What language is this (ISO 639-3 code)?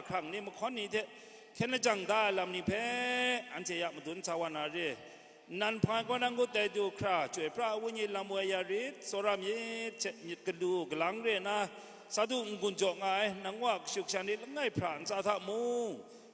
kac